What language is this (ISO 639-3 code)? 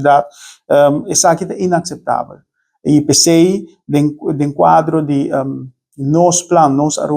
pap